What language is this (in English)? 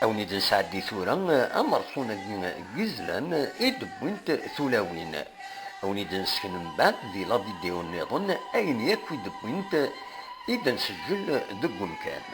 Kabyle